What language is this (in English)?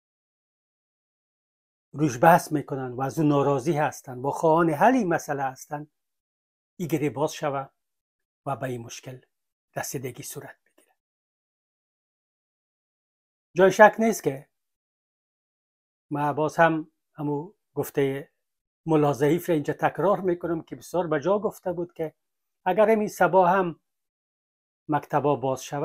Persian